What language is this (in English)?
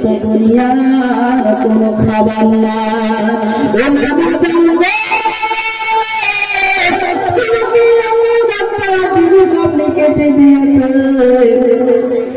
Bangla